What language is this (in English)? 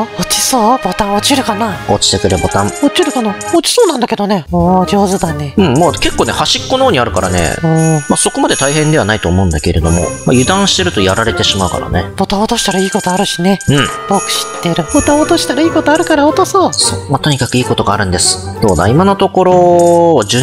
Japanese